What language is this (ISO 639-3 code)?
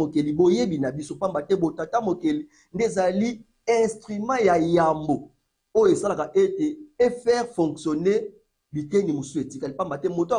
lin